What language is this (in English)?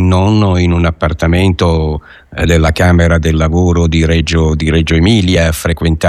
Italian